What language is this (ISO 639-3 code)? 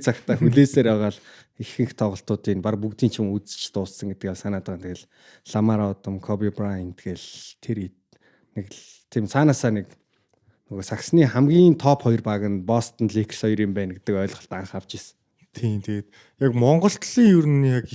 mon